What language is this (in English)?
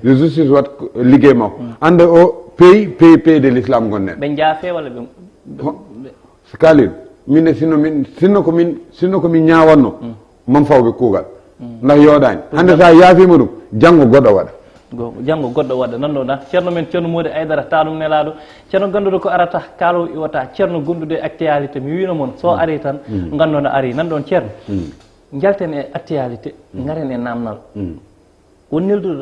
Fula